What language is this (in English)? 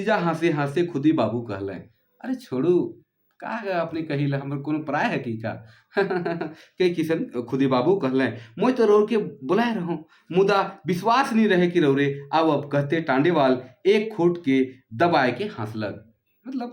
Sadri